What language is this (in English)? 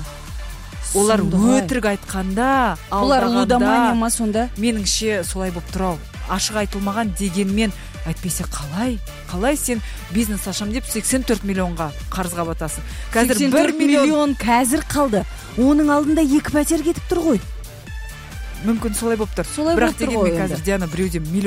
Kazakh